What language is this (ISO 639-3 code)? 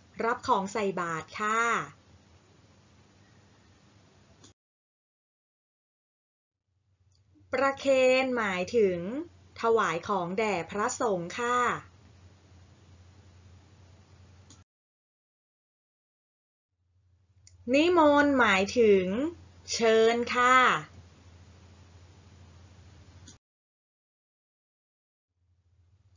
tha